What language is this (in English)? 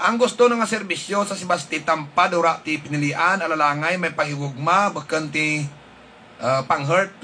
Hiligaynon